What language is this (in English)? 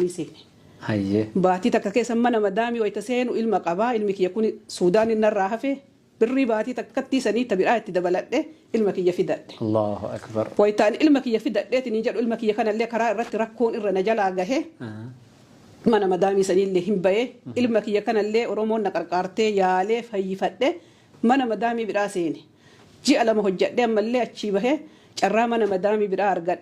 Oromo